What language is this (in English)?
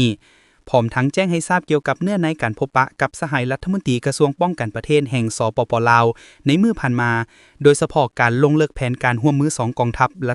Lao